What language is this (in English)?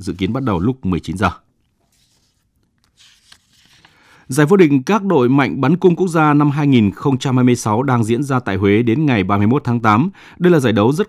Vietnamese